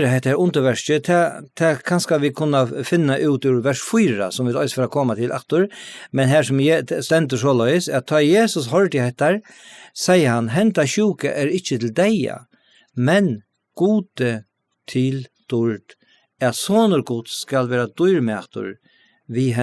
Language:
Faroese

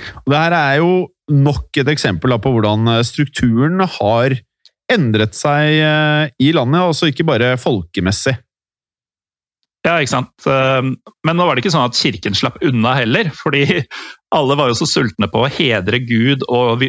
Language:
Norwegian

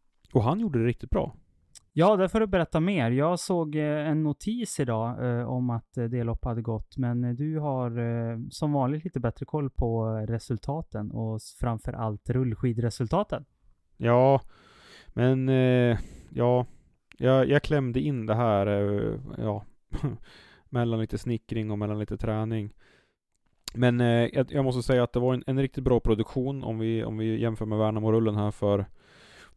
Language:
Swedish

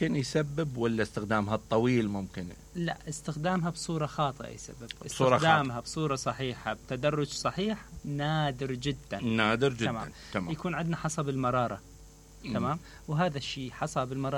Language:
Mesopotamian Arabic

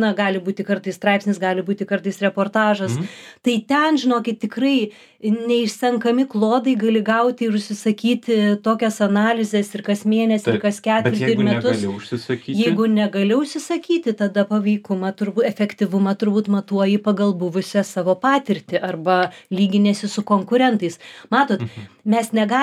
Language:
Lithuanian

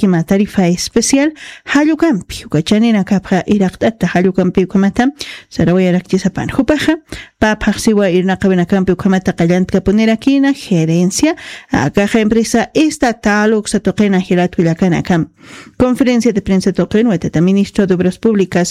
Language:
Aymara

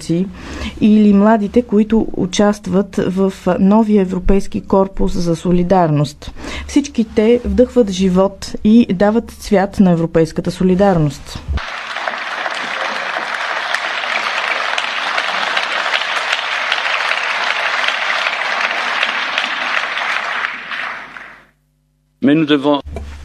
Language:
Bulgarian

